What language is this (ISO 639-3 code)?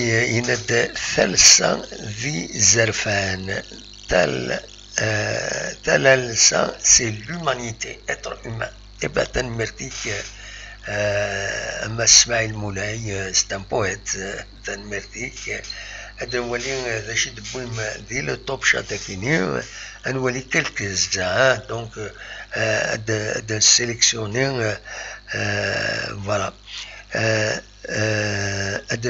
kab